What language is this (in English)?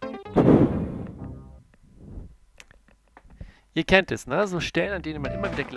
German